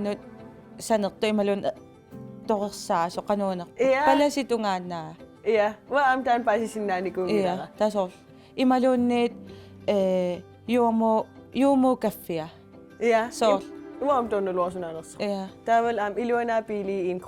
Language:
Kalaallisut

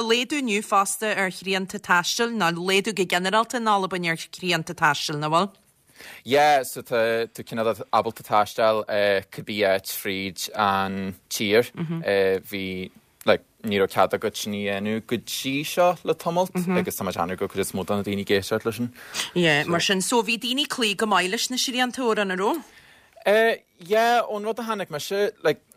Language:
Irish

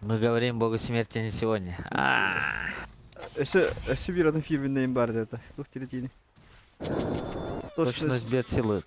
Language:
Yakut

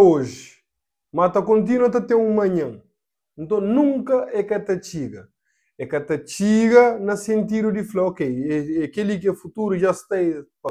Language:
Kabuverdianu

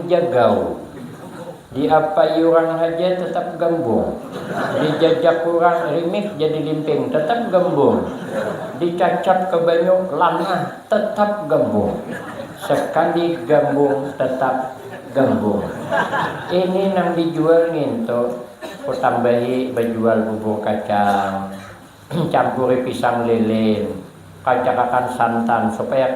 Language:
Banjar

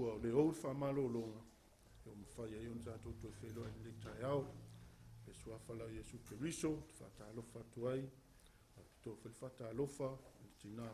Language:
Samoan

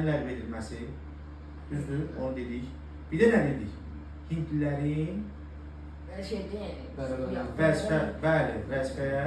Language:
Azerbaijani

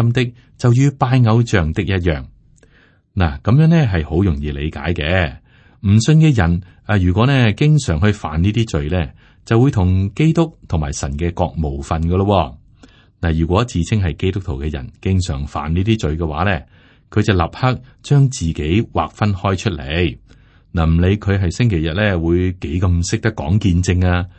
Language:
Cantonese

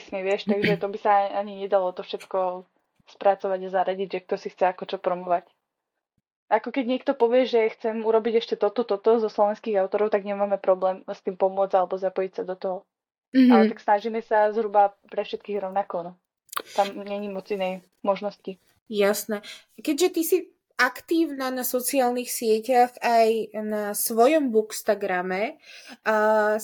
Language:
Slovak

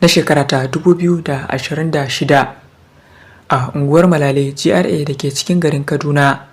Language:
Hausa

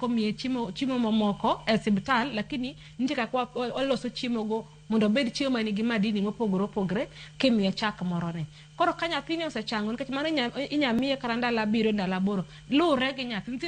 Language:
Luo (Kenya and Tanzania)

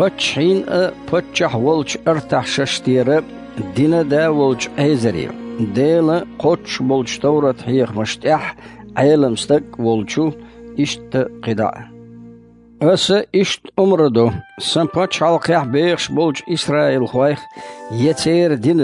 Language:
Chechen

